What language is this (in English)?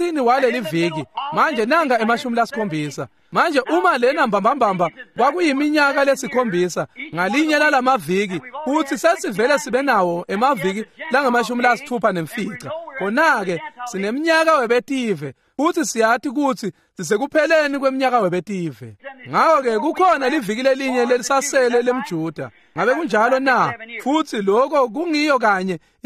Swati